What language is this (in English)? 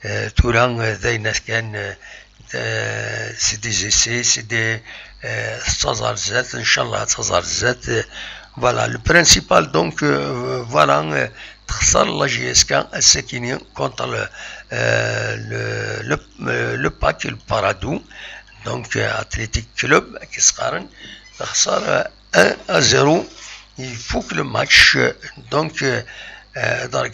Kabyle